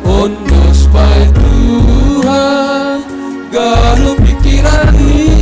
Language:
Batak Simalungun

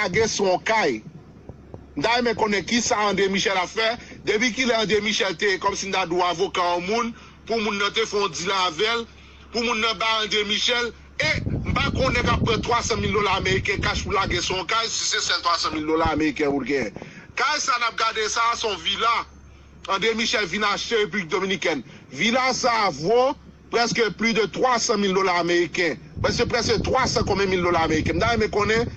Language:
Haitian Creole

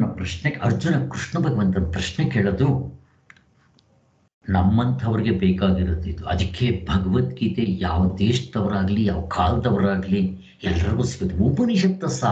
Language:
Kannada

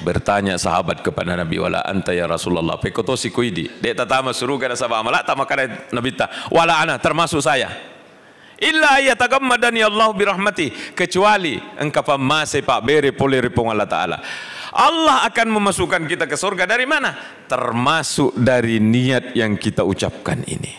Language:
Buginese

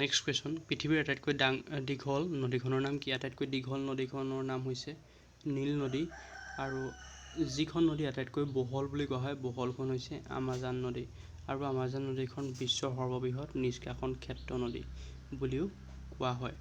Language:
Assamese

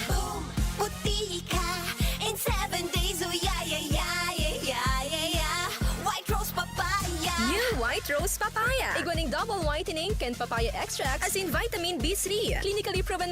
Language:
Bikol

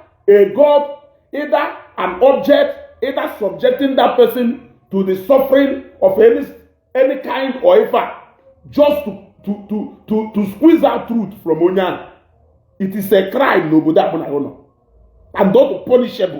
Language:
Igbo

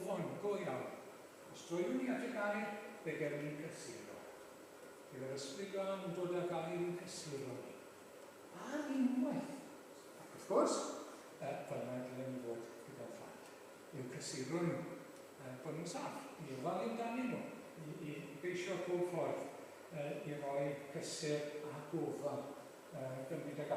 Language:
Welsh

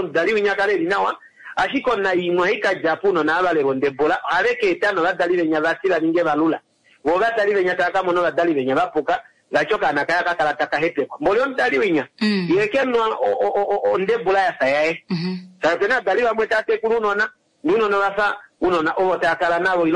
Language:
Kuanyama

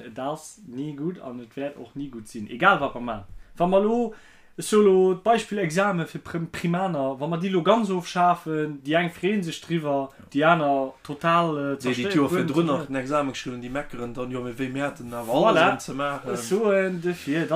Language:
Luxembourgish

